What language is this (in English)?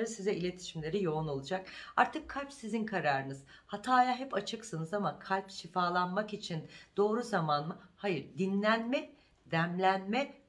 Turkish